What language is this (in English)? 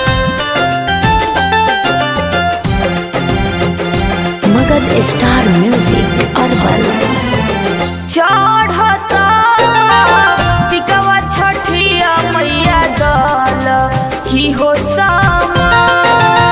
Bhojpuri